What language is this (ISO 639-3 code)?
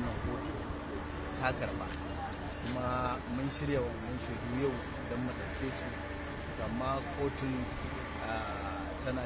hau